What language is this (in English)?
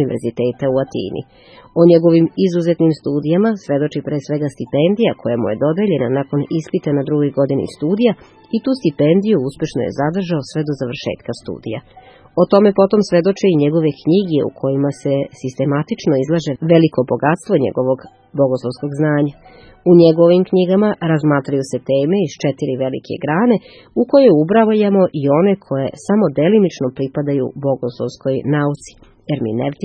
Serbian